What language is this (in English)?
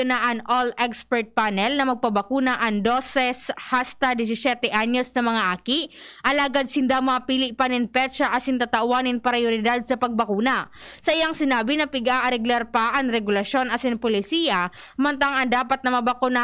Bikol